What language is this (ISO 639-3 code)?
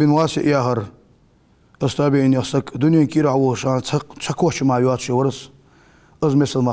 inh